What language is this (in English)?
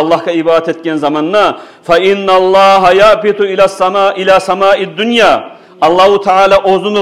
Kumyk